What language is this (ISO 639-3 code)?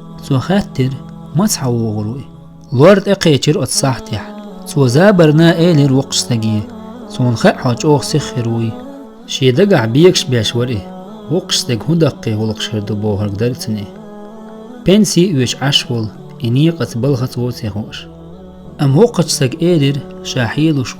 che